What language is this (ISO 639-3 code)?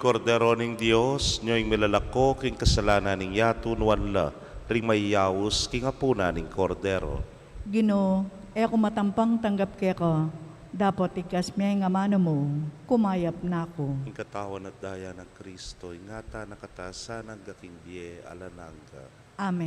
pam